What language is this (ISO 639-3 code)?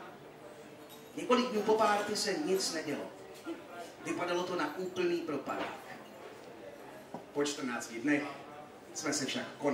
ces